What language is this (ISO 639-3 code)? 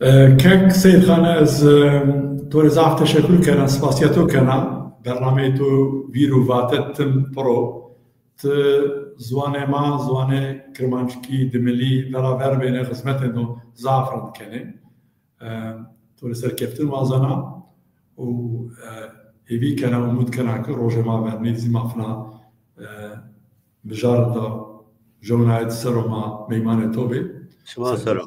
zza